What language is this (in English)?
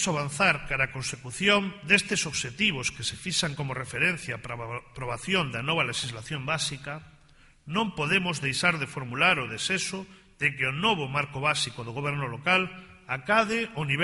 Galician